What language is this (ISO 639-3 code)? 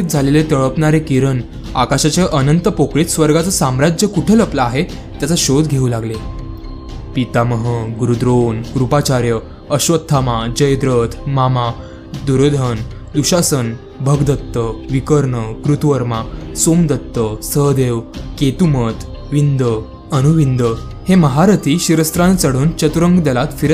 mar